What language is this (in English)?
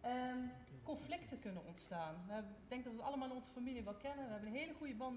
Dutch